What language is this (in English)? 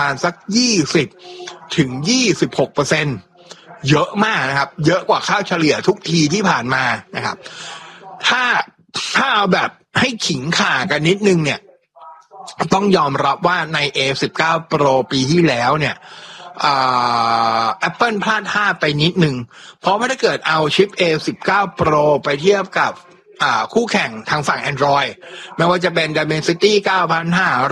Thai